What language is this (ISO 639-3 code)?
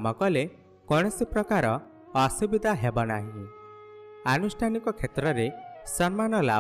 ori